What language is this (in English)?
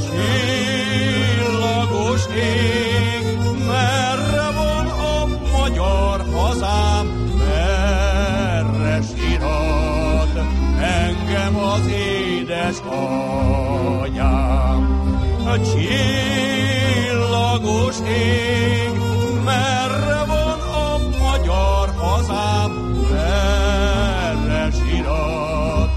Hungarian